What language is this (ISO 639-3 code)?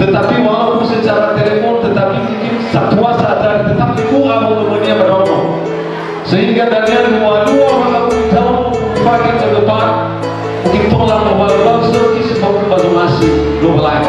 nia